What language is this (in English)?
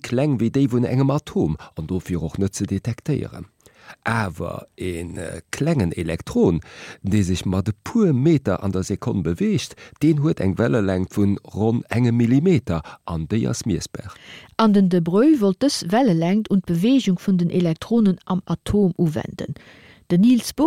Luxembourgish